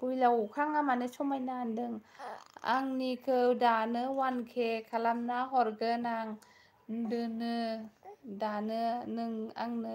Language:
Bodo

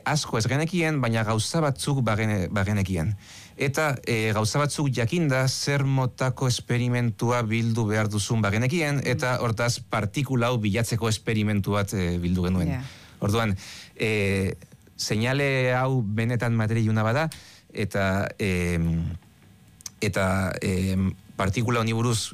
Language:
Basque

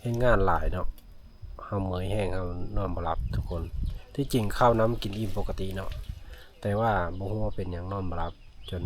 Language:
Lao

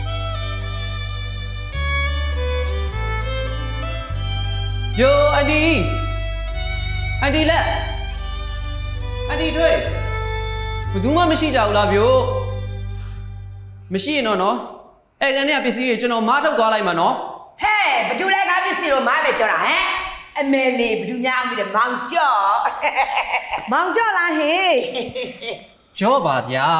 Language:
Burmese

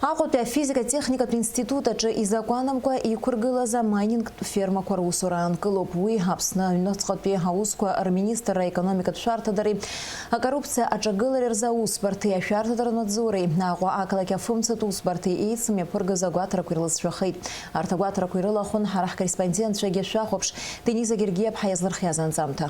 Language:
Abkhazian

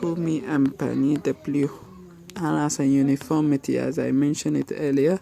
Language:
Hausa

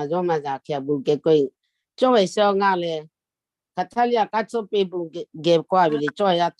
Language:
Lahu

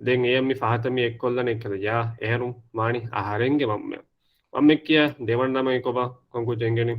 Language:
Divehi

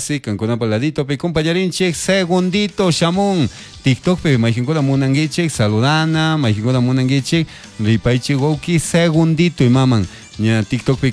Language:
Chimborazo Highland Quichua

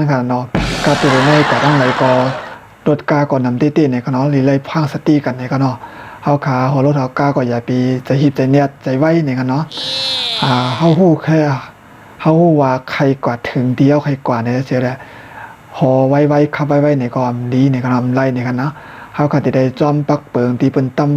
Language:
Shan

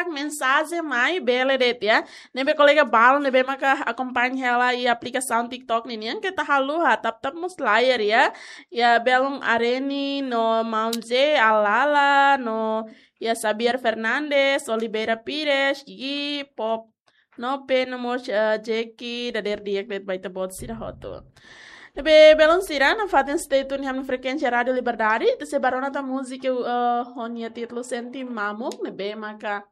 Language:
Tetum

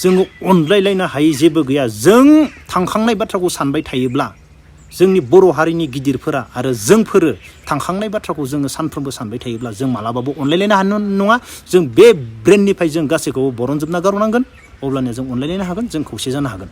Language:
Bodo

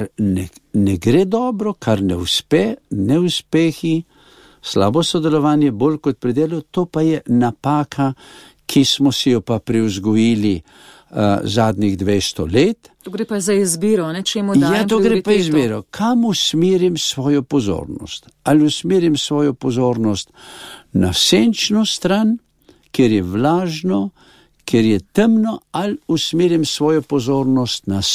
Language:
Slovenian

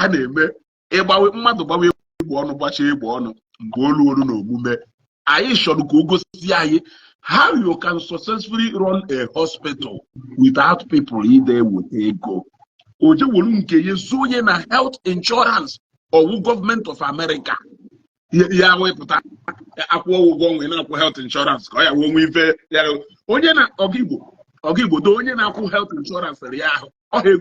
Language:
Igbo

